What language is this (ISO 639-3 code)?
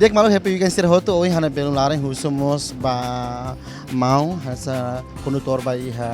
tet